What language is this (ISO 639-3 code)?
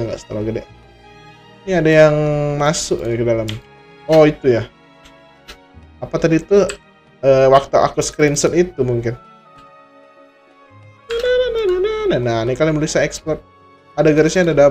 ind